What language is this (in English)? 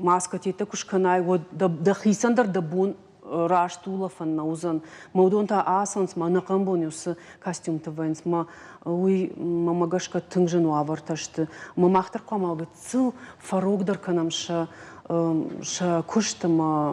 Ossetic